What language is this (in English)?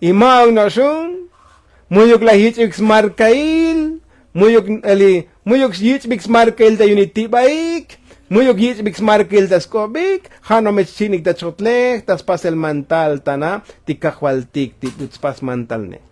Tzotzil